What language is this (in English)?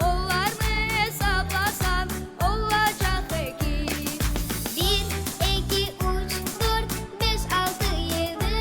Crimean Tatar